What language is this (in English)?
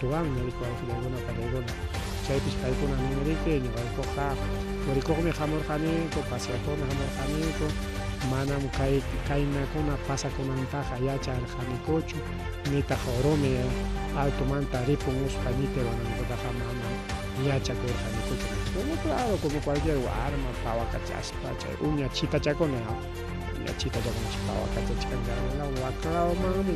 Ayacucho Quechua